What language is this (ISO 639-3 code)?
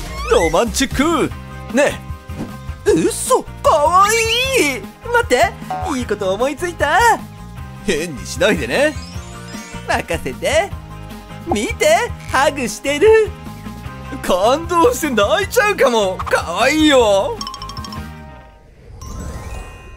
jpn